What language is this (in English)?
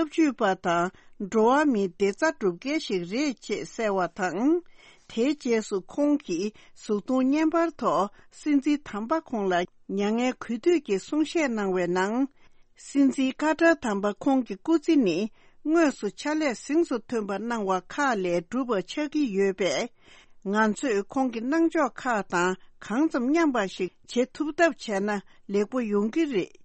Tibetan